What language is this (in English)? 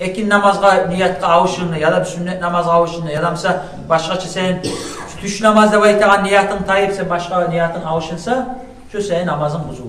Kumyk